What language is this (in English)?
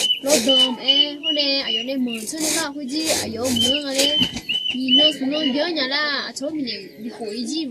Akha